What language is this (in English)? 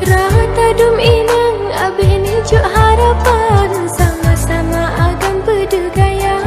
Achinese